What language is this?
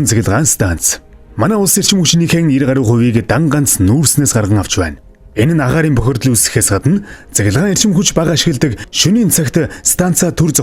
Mongolian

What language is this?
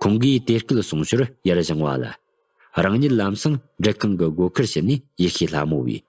Tibetan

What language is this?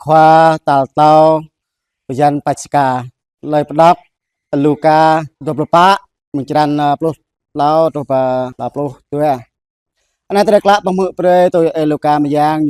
Jarai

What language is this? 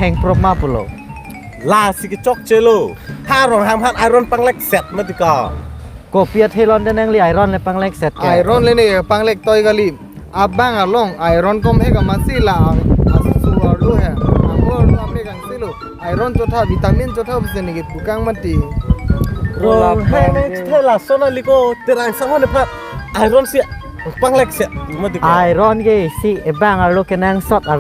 Karbi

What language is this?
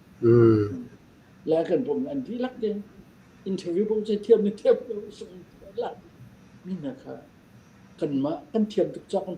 Falam Chin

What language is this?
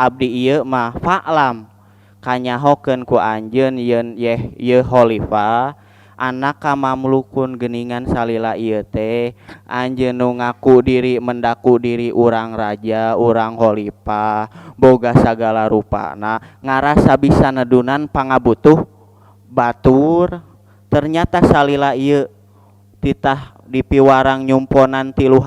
Sundanese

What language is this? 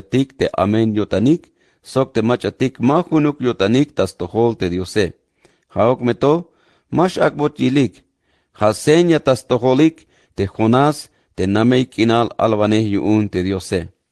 Tzeltal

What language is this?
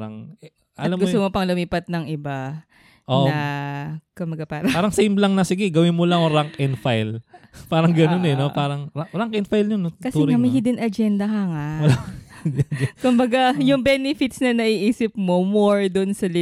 Filipino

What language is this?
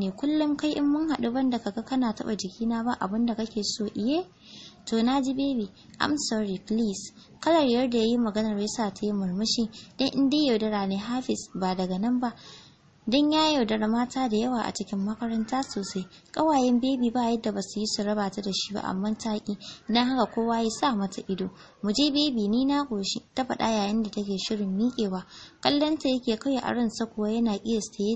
Hausa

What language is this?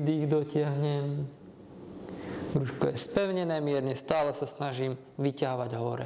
Slovak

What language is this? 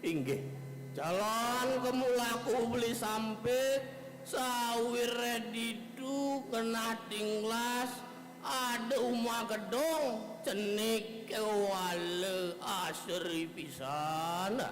Balinese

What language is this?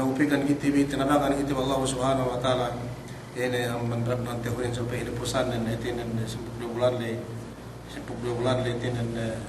Yakan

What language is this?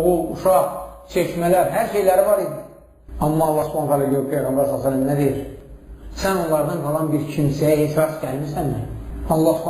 Azerbaijani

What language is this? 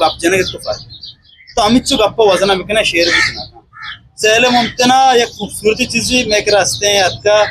Eastern Balochi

